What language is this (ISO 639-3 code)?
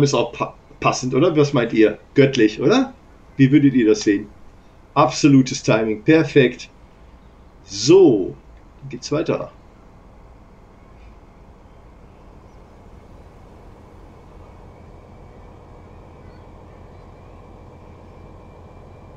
deu